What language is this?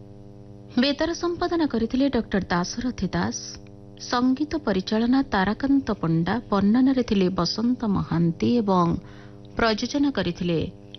Odia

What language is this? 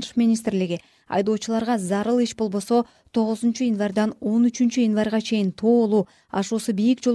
Kyrgyz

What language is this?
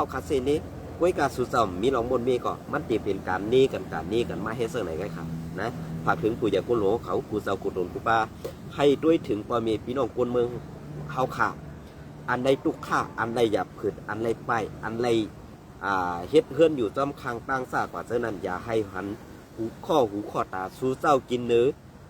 Shan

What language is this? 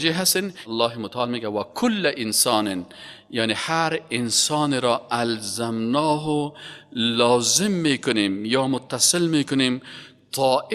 Persian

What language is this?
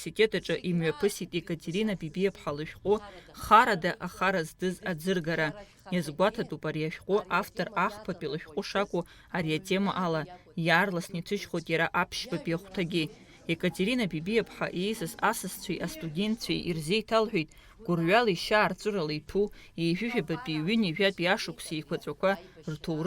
Abkhazian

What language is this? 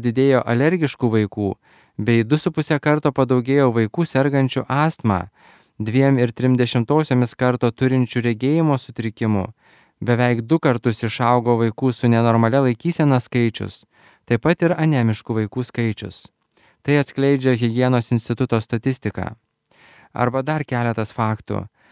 Lithuanian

